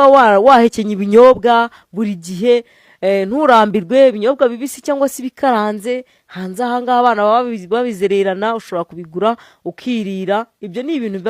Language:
Kinyarwanda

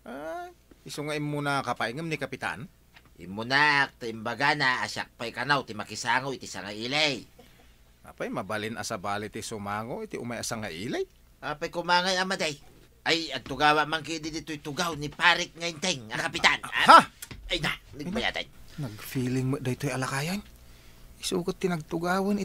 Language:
Iloko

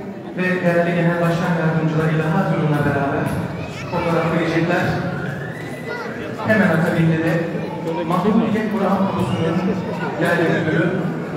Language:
Turkish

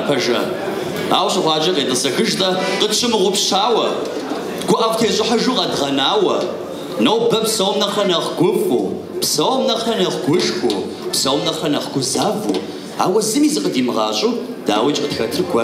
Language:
Kabardian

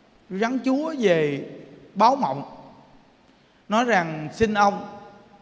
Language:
Vietnamese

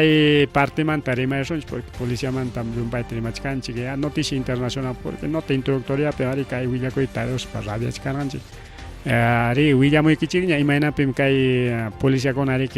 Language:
Ayacucho Quechua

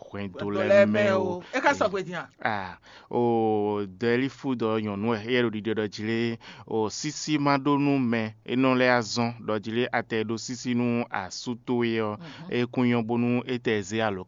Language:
Fon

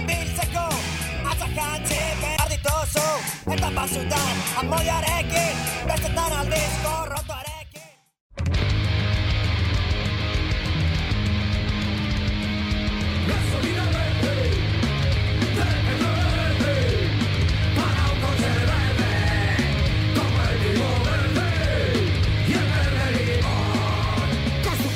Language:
Basque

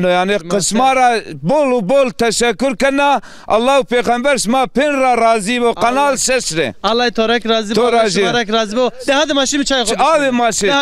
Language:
Zaza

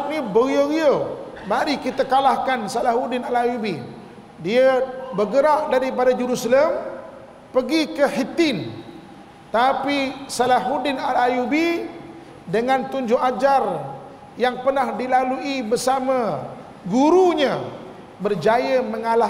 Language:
Malay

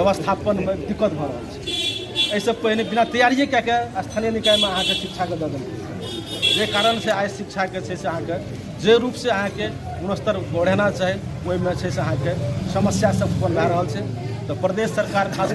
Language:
Maithili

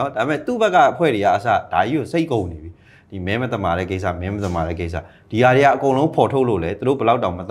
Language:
Burmese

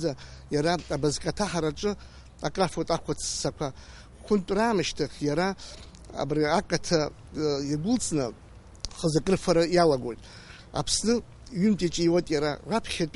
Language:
Abkhazian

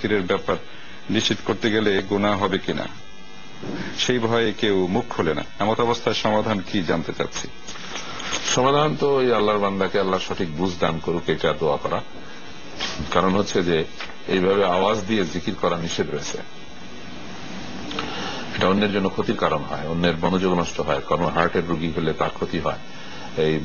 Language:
Bangla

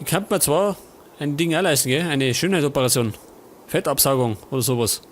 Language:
Bavarian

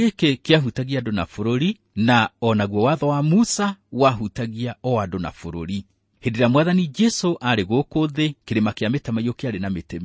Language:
Kikuyu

